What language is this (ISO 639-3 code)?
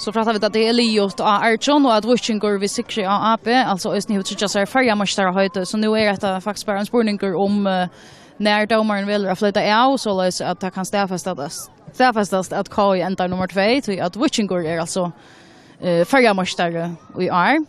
fao